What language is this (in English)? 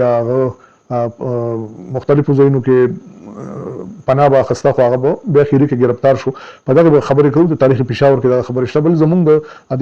Pashto